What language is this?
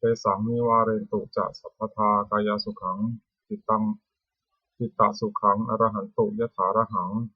Pali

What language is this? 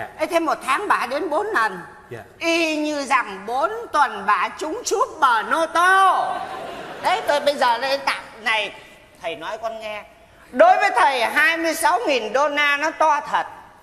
Vietnamese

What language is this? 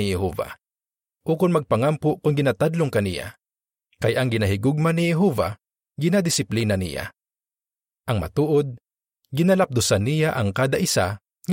Hiligaynon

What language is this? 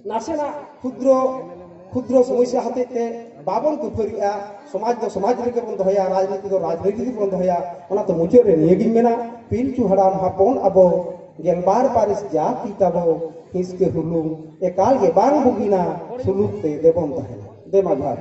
Santali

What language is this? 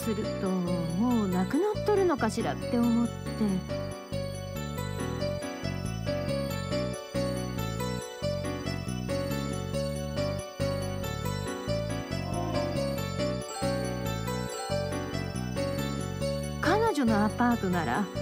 Japanese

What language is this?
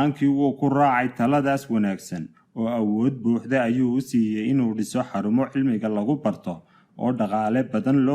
Somali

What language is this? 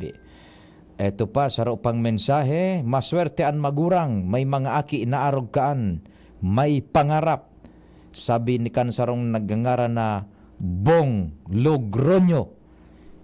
Bikol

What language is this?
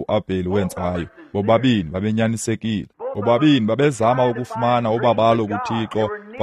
Xhosa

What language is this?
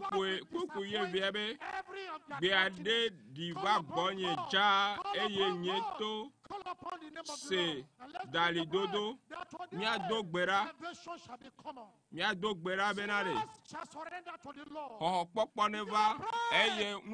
Ewe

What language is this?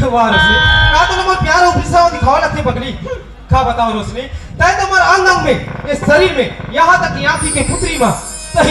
Chhattisgarhi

